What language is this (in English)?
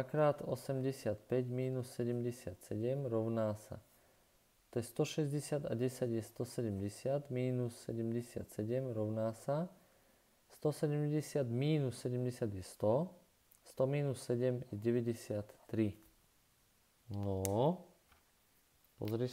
Slovak